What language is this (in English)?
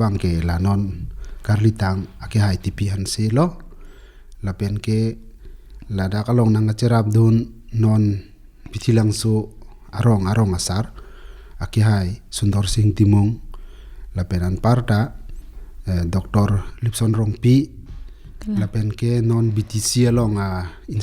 Karbi